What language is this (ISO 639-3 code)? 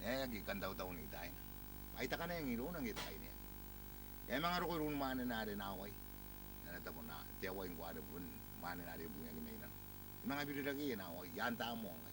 gil